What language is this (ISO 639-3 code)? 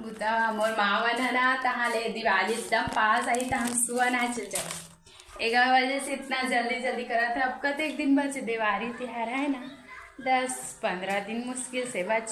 hne